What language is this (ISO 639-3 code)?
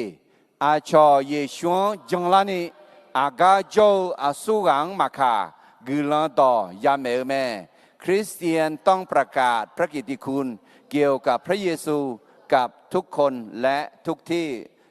ahk